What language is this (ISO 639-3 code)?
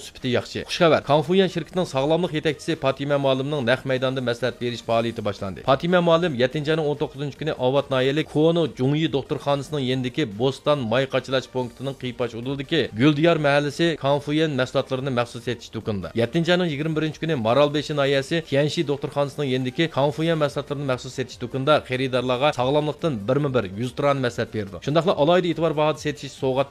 uig